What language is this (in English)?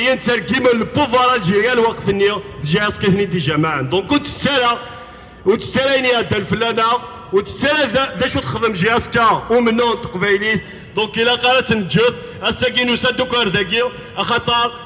Kabyle